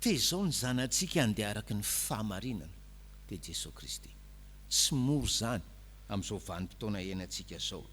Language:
Malagasy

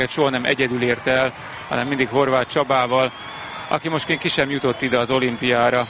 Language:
Hungarian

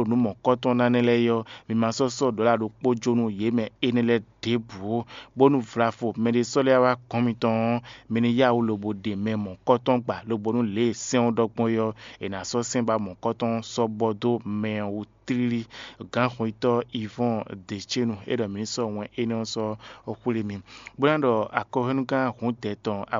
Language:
Fon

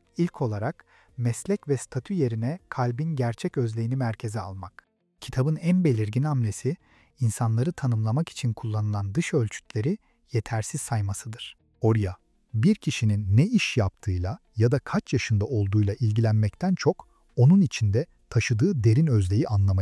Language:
Turkish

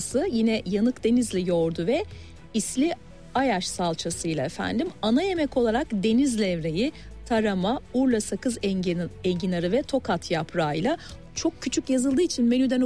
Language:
Turkish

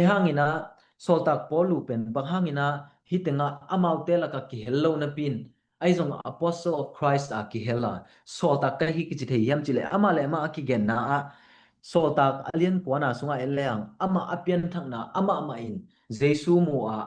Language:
Tedim Chin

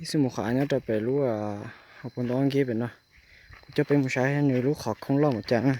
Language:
Hmong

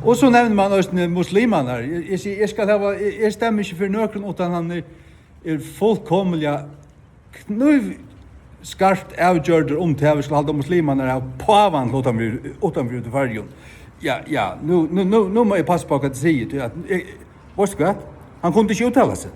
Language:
Faroese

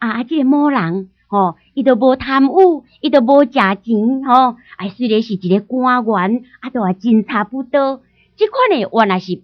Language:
Min Nan Chinese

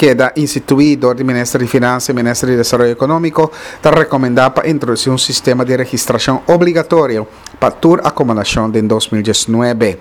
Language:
Papiamento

